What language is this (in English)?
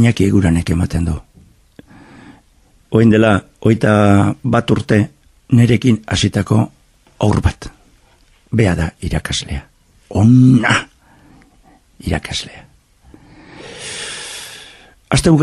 Basque